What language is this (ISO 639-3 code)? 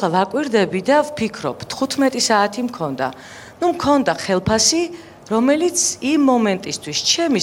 kat